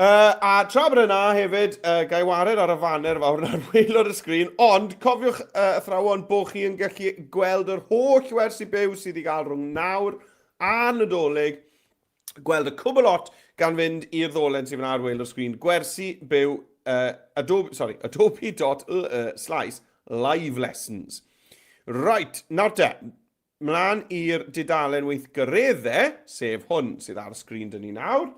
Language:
Welsh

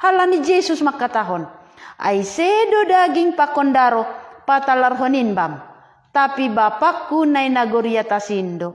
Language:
Batak Simalungun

